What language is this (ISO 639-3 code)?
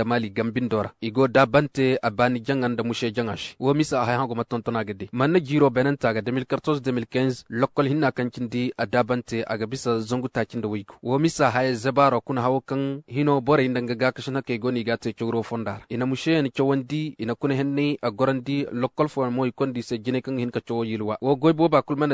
ses